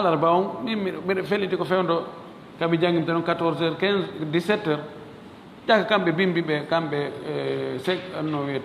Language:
Fula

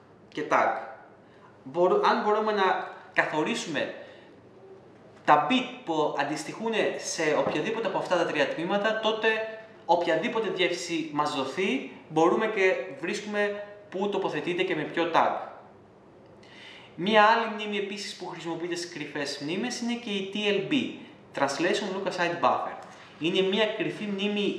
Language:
Greek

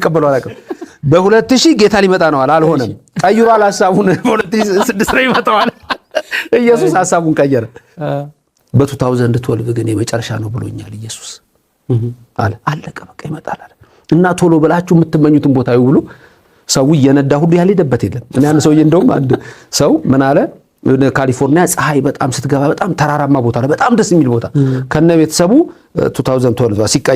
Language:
Amharic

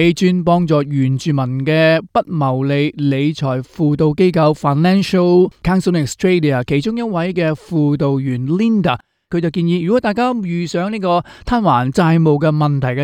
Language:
Cantonese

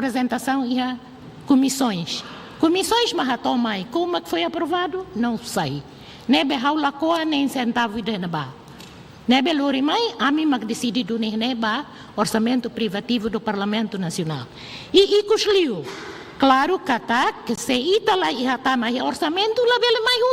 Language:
Tetum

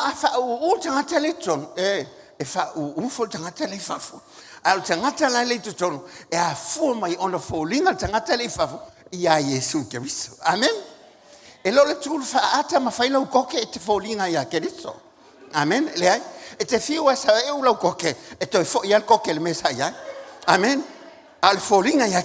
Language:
Samoan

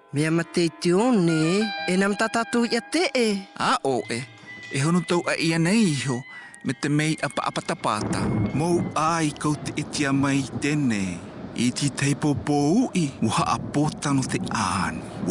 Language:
South Marquesan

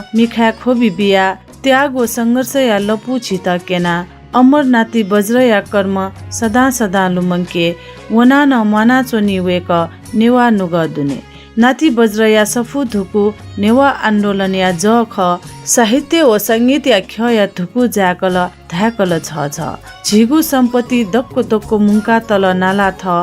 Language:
Newari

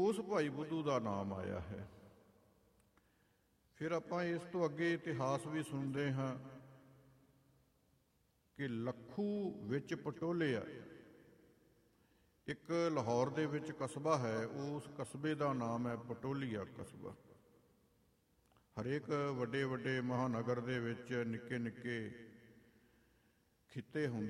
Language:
Punjabi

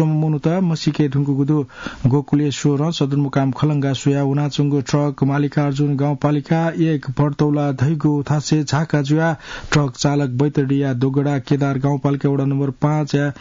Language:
Newari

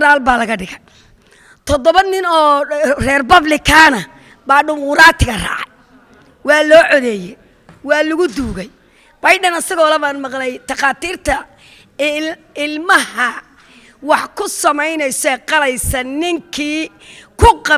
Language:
Somali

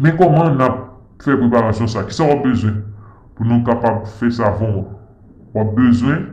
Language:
Haitian Creole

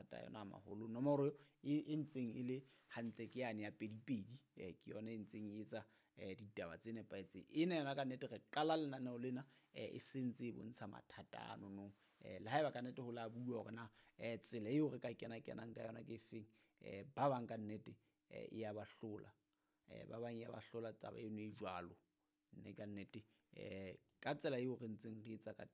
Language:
Southern Sotho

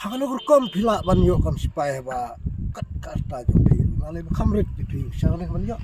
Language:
Khasi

